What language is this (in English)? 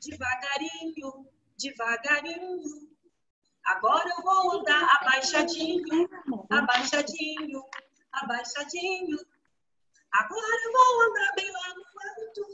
Portuguese